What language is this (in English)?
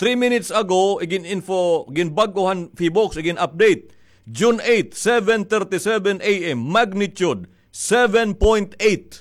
Waray